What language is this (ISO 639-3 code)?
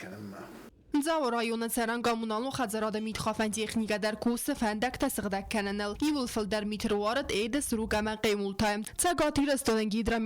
oss